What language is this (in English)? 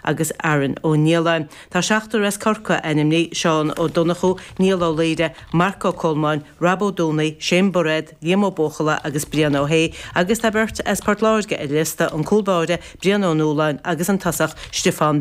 Irish